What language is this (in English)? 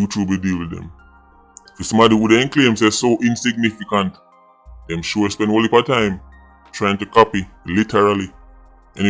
Jamaican Creole English